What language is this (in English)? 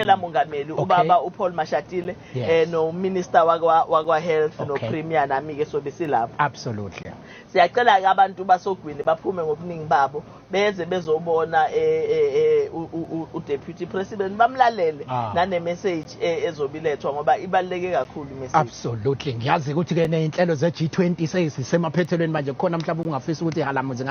Zulu